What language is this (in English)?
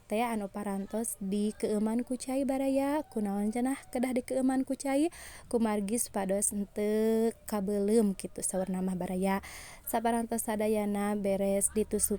Sundanese